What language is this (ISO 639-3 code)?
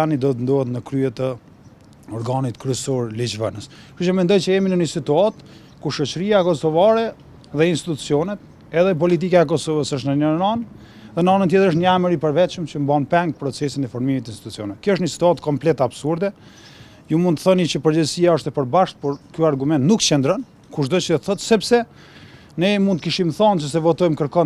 sqi